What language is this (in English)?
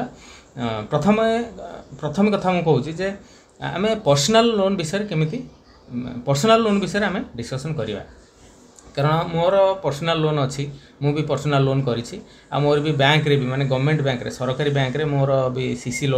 Odia